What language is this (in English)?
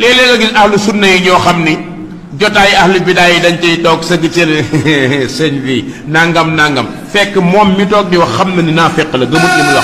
Wolof